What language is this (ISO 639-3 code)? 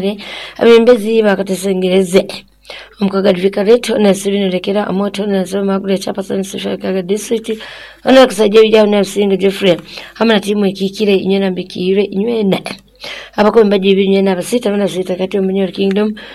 nyo